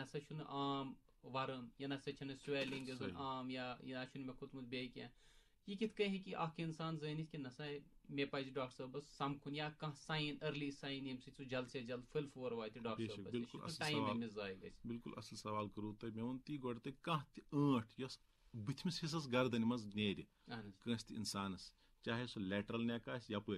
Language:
Kashmiri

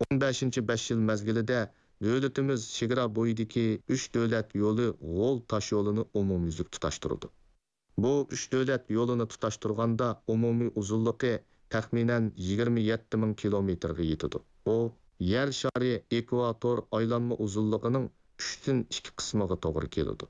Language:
Uyghur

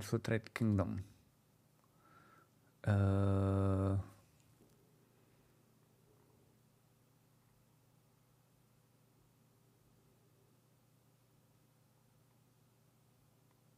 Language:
Czech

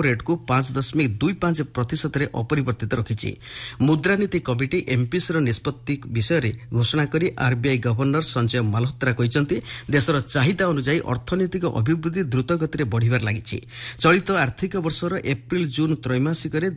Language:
Odia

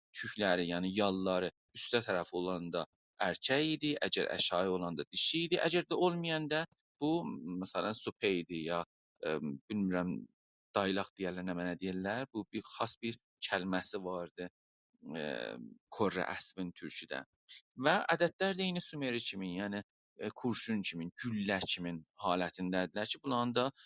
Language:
South Azerbaijani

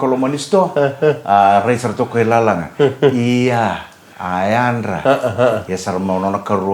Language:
Fijian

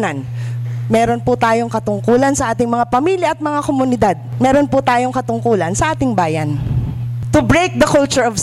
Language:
Filipino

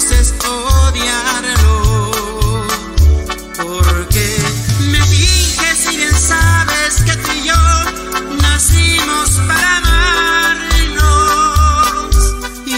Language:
Spanish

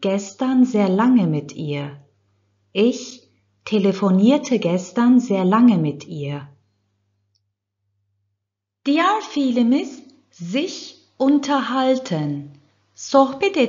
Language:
Turkish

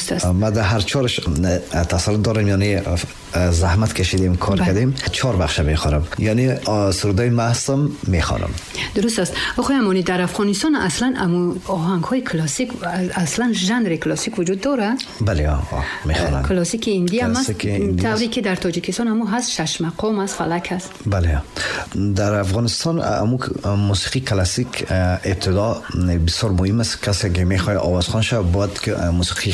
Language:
Tajik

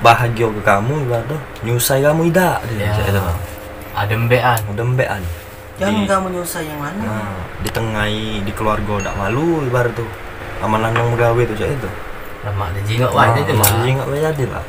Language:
Musi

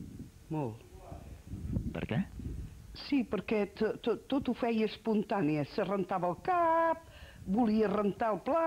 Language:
Catalan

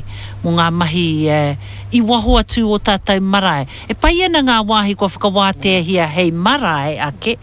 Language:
Māori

